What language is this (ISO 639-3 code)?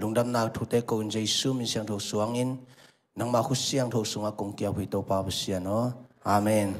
ctd